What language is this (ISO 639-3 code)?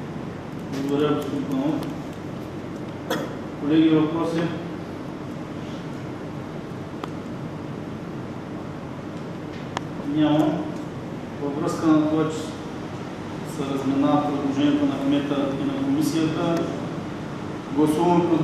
bul